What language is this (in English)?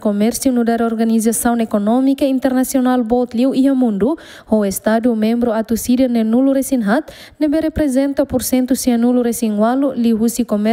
Tetum